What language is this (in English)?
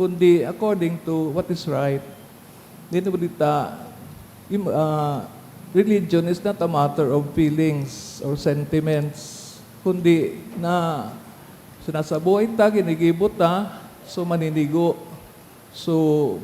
Bikol